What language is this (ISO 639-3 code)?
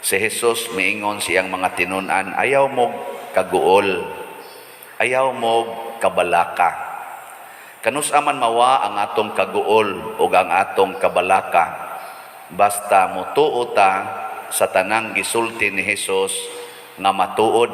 ceb